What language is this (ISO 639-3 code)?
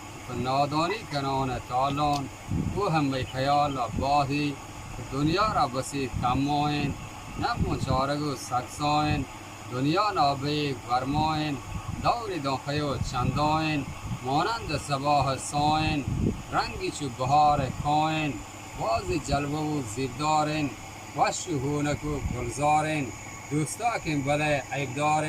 bgp